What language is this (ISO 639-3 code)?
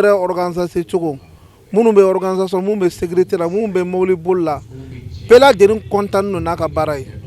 bam